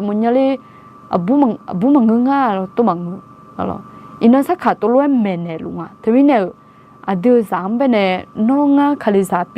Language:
Akha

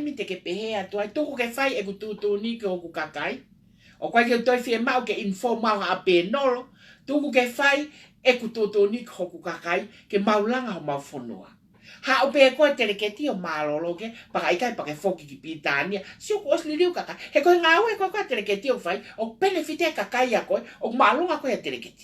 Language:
Tongan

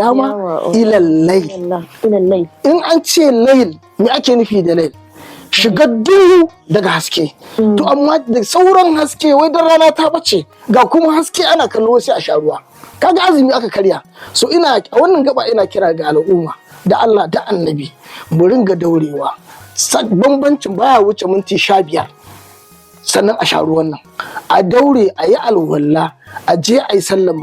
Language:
Hausa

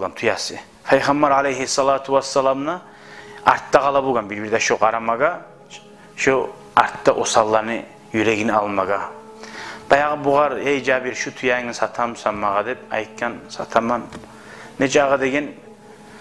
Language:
Kumyk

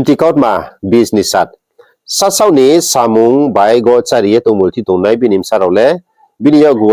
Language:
Riang (India)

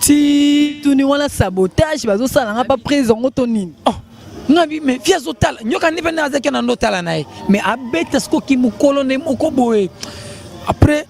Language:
Lingala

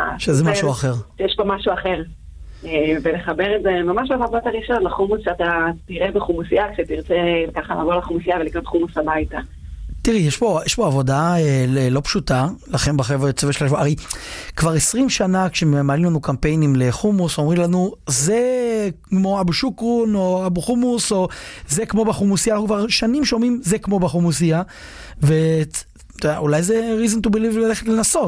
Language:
Hebrew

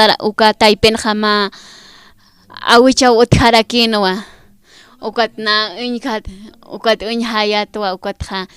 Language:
Aymara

